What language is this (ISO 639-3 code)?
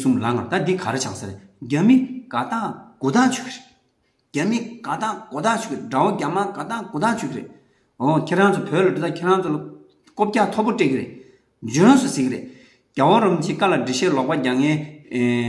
bod